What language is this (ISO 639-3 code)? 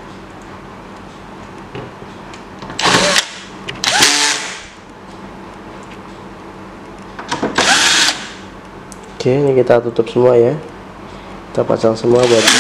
ind